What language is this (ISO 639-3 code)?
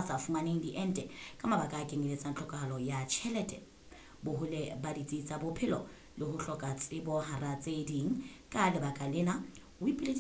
sot